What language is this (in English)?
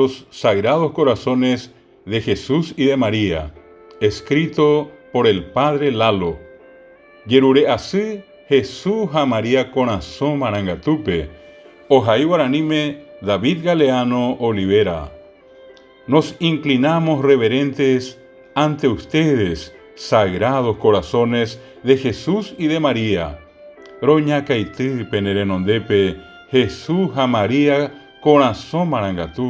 Guarani